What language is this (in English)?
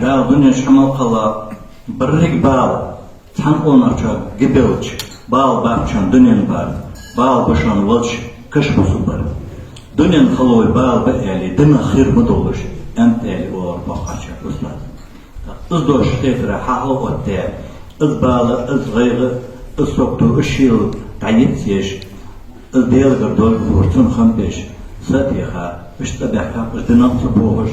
Ingush